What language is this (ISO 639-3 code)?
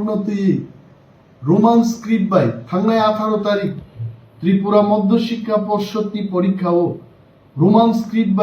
trp